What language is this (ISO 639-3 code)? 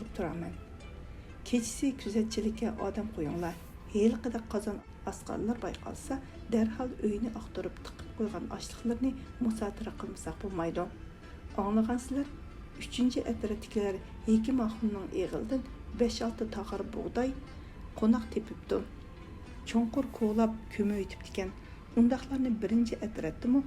uig